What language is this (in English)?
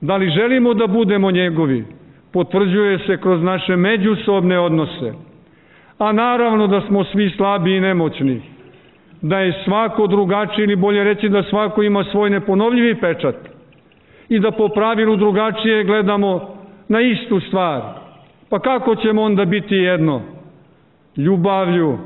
Serbian